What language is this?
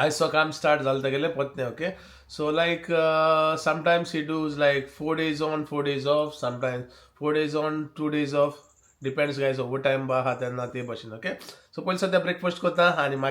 Konkani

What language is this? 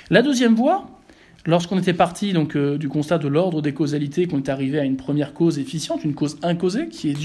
French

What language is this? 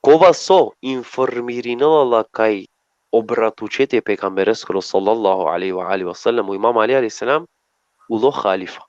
Balkan Romani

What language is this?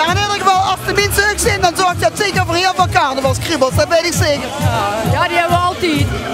Limburgish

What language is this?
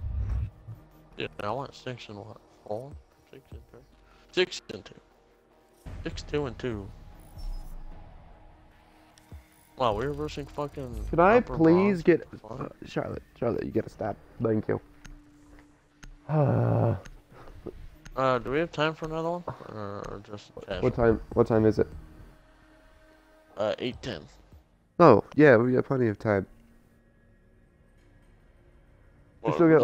English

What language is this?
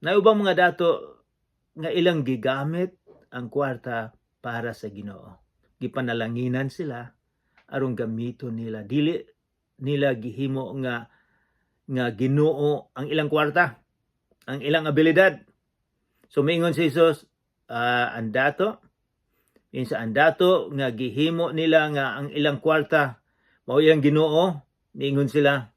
Cebuano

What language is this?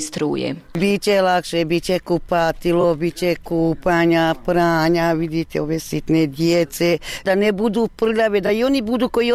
Bosnian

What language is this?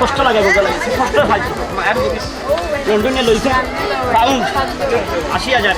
Sylheti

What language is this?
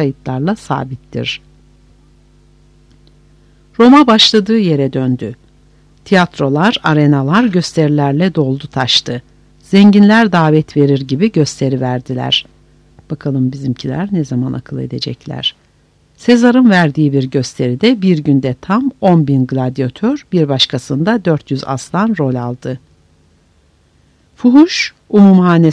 Turkish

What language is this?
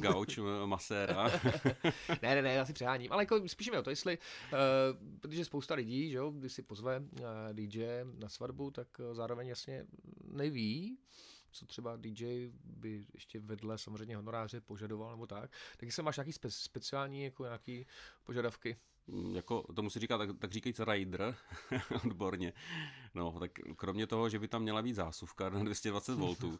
Czech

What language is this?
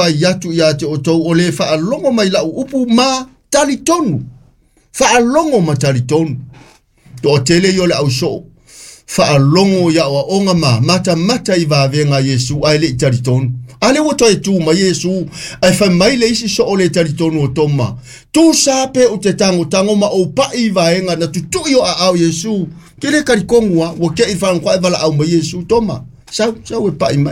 Samoan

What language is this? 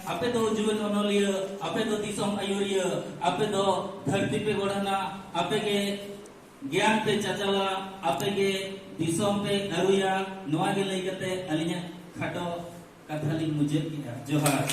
Santali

